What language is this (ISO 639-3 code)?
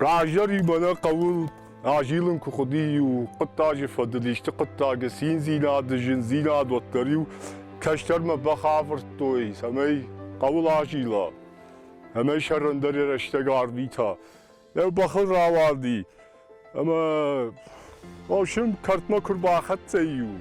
oss